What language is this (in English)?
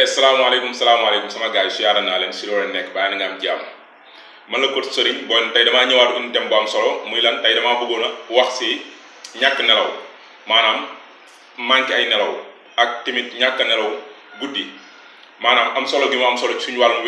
Wolof